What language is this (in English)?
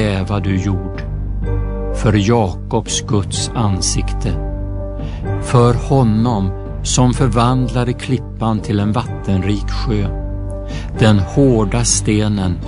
Swedish